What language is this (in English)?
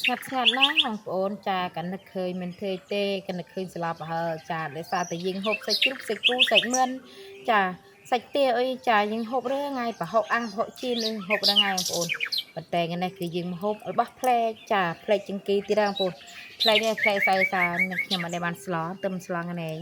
Khmer